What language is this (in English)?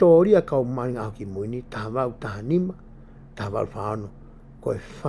Tongan